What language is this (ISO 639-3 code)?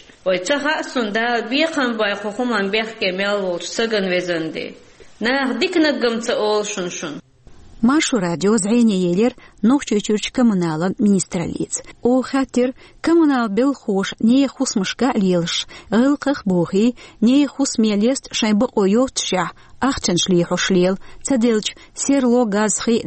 che